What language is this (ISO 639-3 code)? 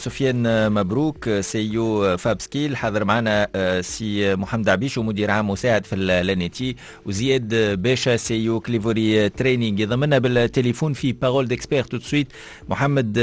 aeb